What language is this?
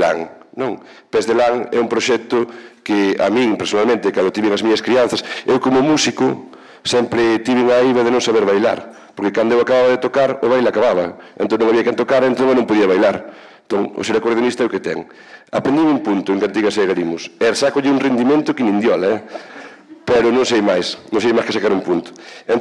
Galician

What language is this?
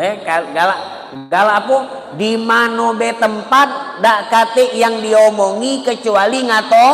Musi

